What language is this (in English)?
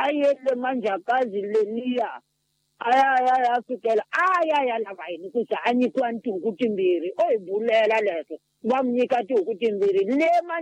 Tsonga